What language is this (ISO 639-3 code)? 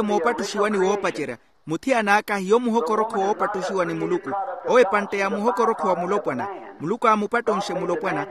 vmw